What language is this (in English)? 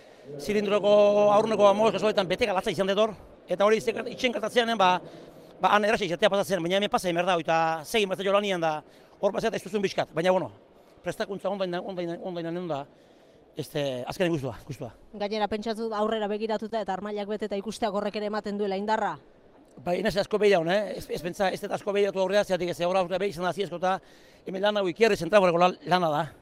Basque